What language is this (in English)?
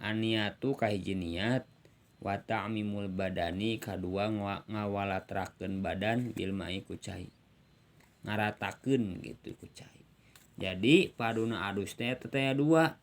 Sundanese